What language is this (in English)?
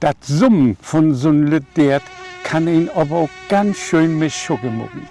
Low German